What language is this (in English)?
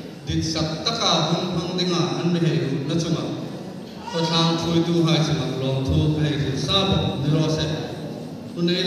Mizo